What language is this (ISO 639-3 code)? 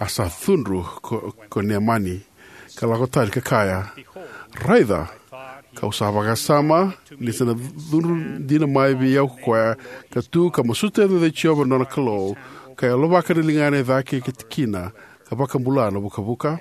fij